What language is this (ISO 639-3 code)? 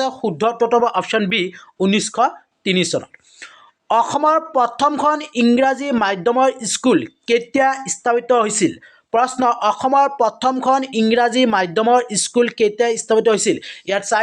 asm